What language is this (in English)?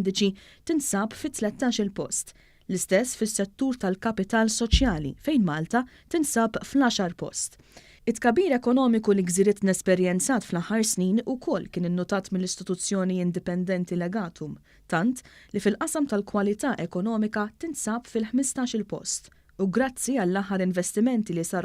Maltese